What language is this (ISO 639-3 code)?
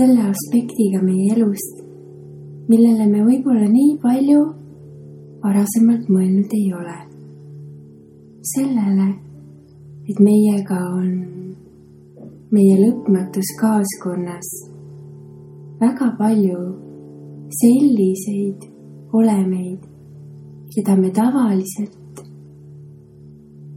est